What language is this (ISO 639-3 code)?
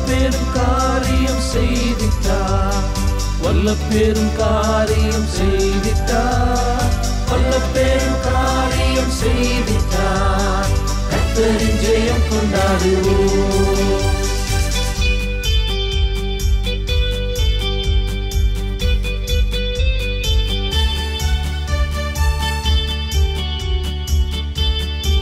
tam